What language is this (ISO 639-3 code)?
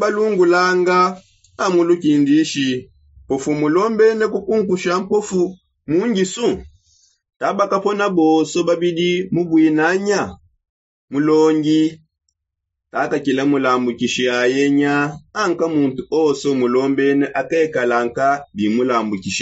sop